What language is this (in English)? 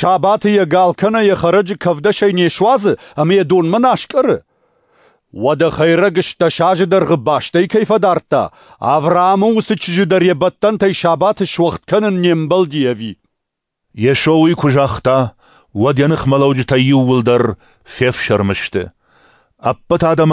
Ossetic